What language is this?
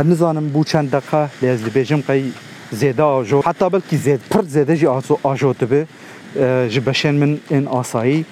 Kurdish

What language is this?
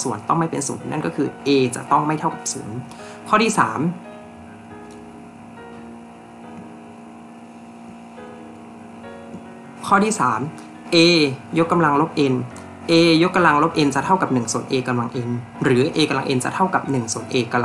Thai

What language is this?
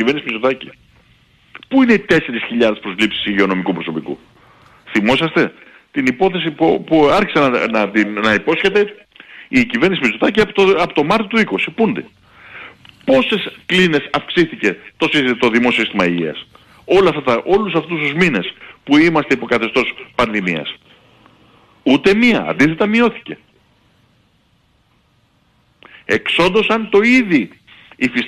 Greek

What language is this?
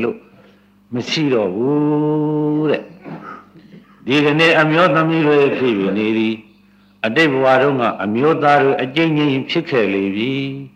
Burmese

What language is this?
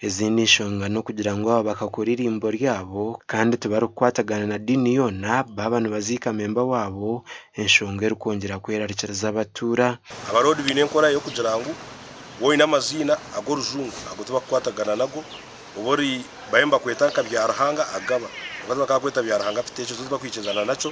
Nyankole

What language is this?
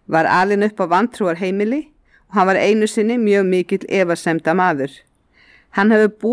Icelandic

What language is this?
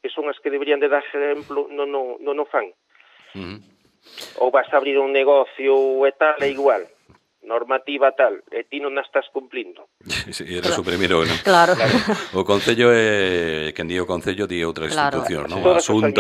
Galician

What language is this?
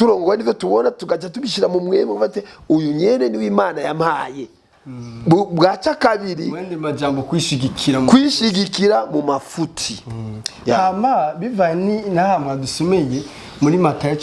Rundi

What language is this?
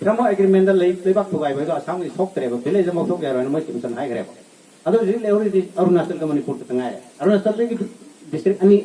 Manipuri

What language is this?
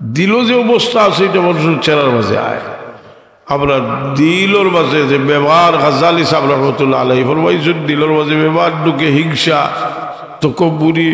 Sylheti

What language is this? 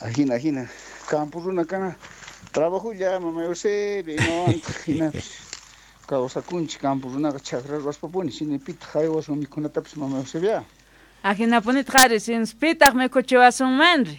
South Bolivian Quechua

